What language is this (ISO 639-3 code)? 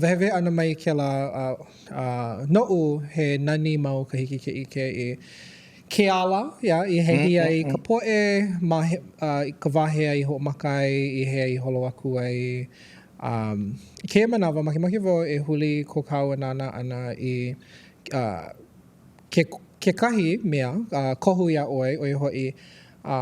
haw